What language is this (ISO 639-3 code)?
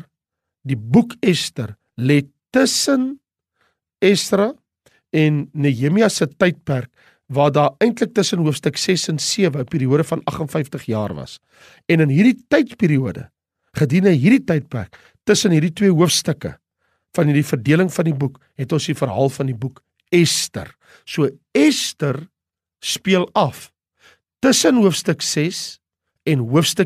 afr